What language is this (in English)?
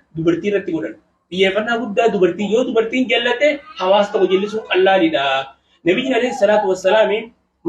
Oromo